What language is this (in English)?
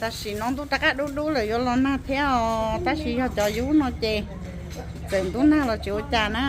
Hmong